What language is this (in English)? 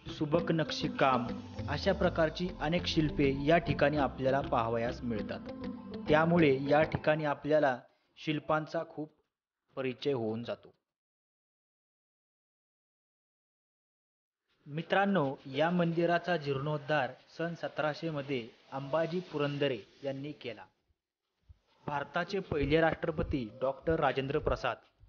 Marathi